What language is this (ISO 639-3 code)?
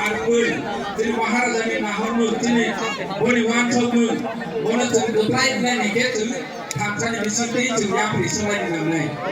trp